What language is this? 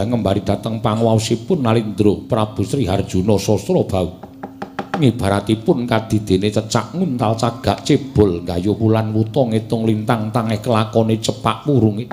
Javanese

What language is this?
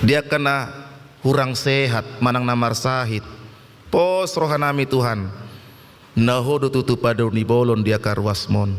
Batak Toba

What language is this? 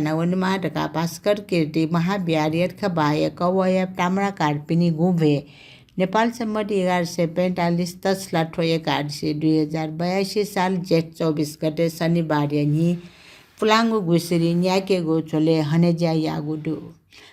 Newari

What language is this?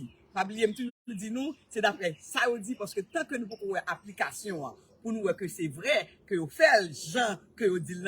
Haitian Creole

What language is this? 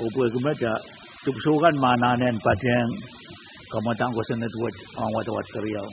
Pohnpeian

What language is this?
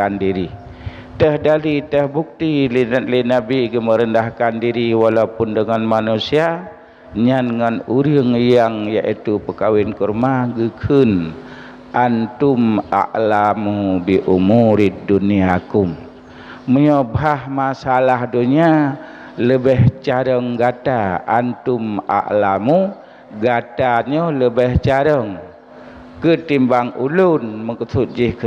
Achinese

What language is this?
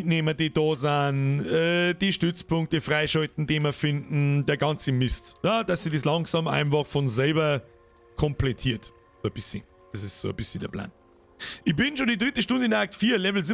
Bavarian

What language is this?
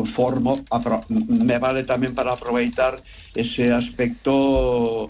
Galician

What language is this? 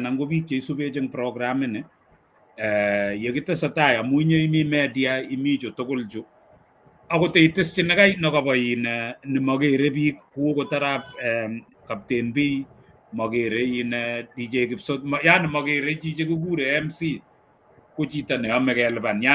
Kalenjin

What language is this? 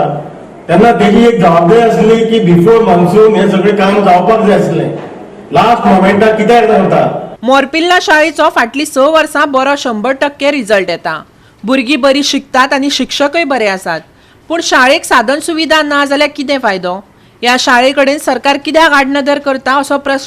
Konkani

